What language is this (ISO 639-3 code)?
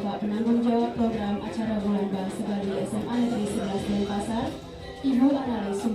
ban